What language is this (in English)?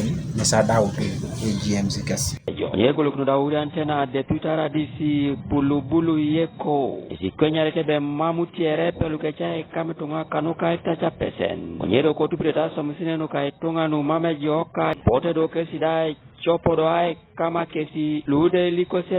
Teso